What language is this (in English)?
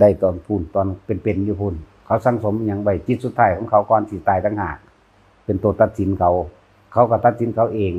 Northeastern Thai